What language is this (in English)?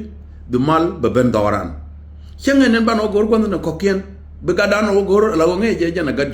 Nuer